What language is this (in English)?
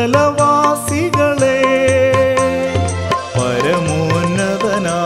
Malayalam